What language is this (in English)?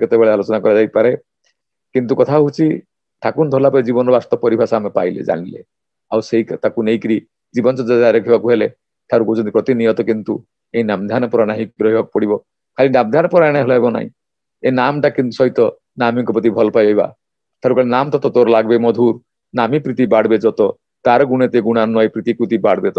Odia